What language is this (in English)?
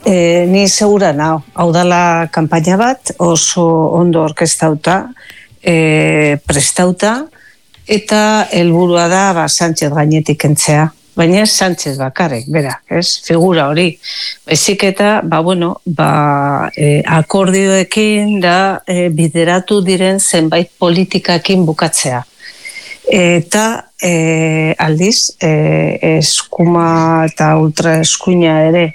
Basque